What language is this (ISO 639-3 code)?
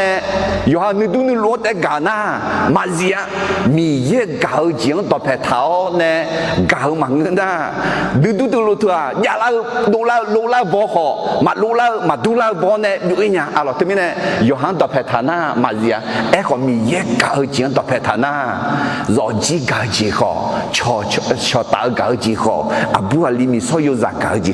ahk